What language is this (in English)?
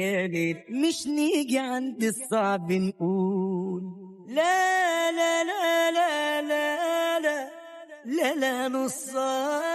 Egyptian Arabic